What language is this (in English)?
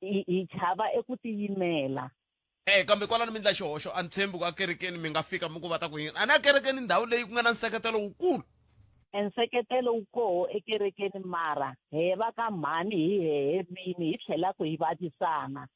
Tsonga